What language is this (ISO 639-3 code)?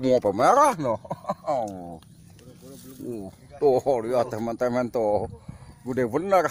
bew